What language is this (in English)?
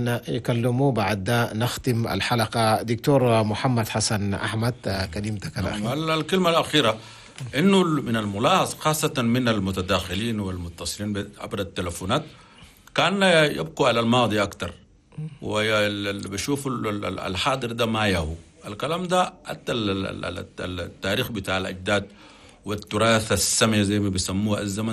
Chadian Arabic